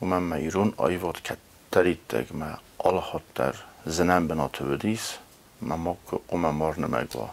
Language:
Ossetic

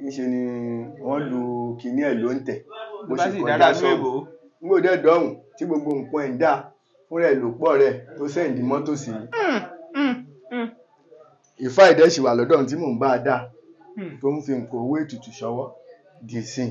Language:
Yoruba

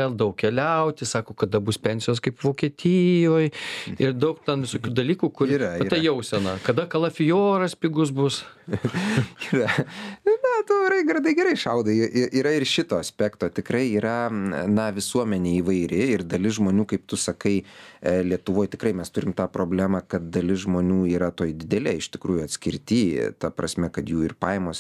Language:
Lithuanian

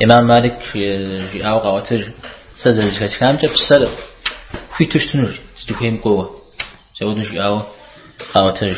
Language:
Kabardian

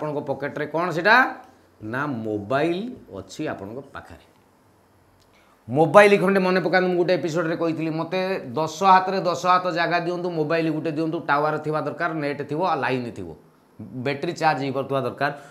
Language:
Odia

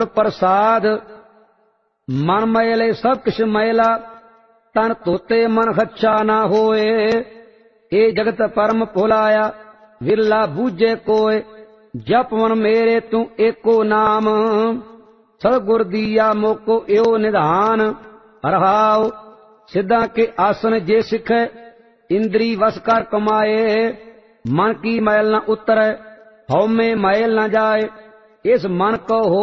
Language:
Punjabi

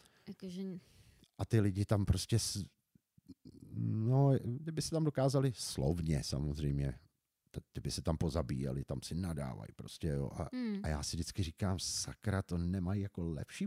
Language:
Czech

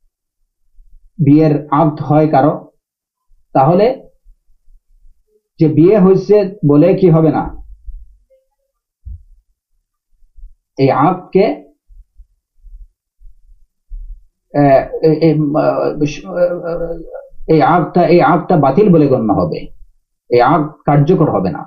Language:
Bangla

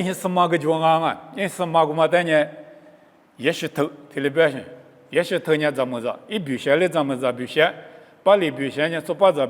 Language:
Lisu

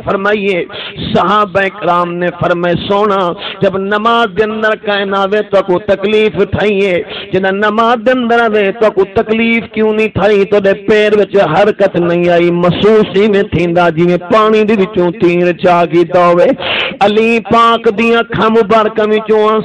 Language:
Saraiki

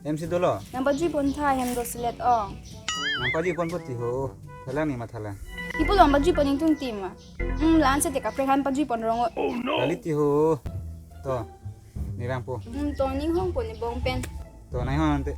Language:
Karbi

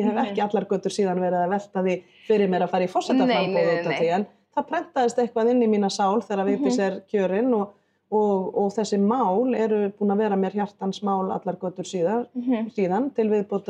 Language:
Icelandic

